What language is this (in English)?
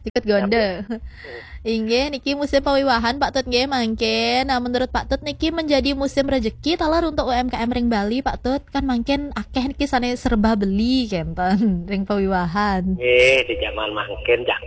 Balinese